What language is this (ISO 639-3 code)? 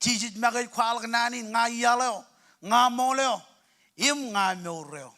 mah